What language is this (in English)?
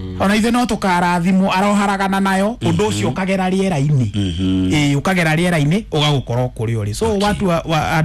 Kikuyu